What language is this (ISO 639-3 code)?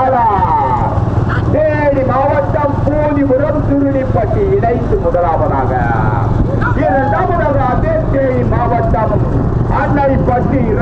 tam